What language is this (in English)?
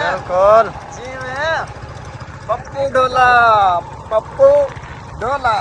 Saraiki